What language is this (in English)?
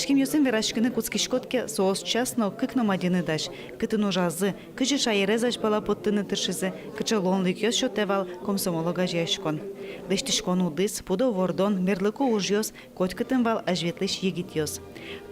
Udmurt